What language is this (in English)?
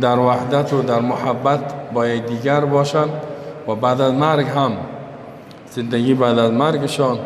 Persian